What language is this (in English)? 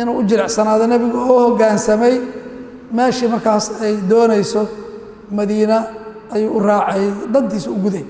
Somali